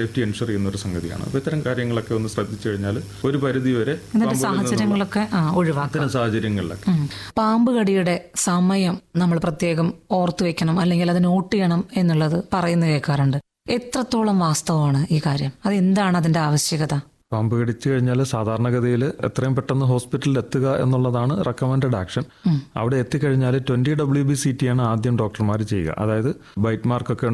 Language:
Malayalam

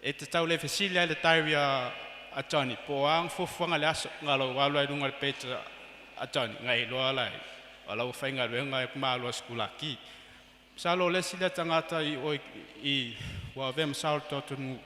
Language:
Samoan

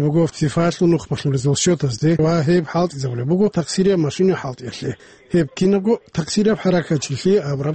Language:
Avaric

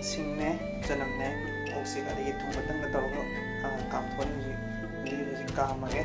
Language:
Manipuri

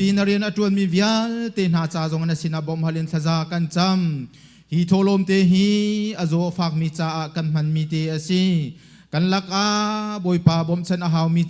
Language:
Hakha Chin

